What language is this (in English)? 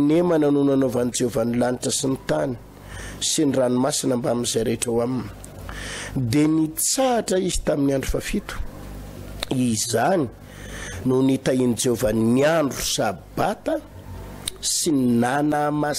Malagasy